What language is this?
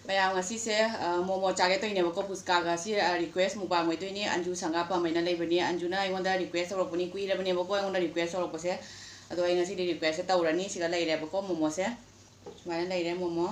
Manipuri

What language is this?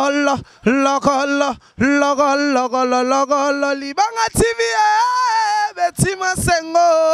Lingala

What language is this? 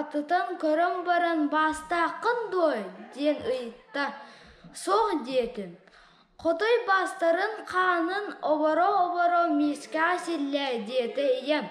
Yakut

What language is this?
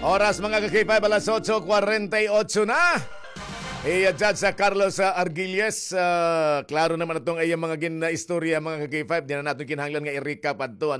Waray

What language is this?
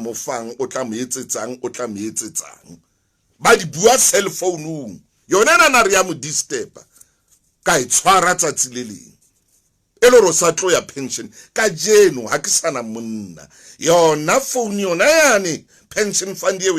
Southern Sotho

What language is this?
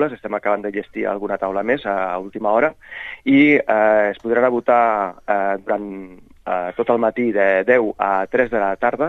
Catalan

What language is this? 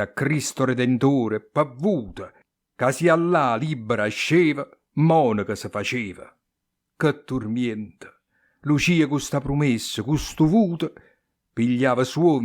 Neapolitan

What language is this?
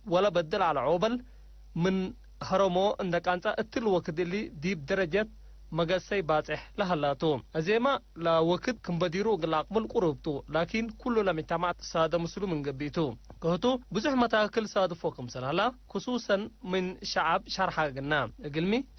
Tigre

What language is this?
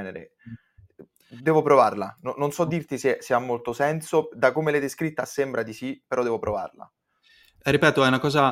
Italian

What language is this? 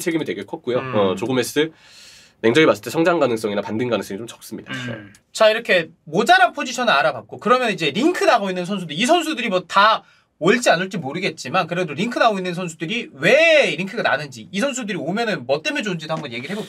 Korean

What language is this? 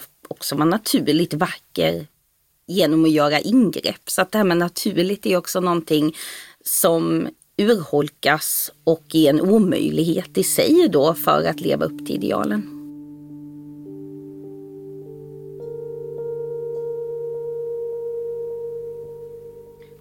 Swedish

